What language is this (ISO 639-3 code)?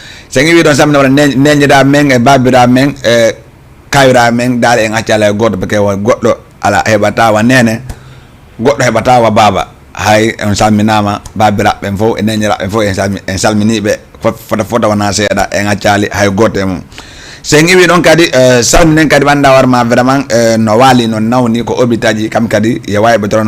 ful